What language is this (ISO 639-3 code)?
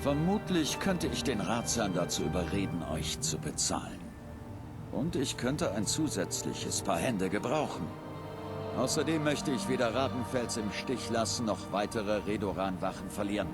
bar